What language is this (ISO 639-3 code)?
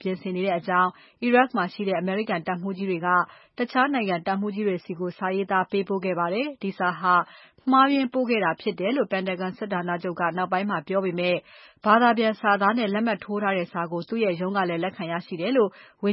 mya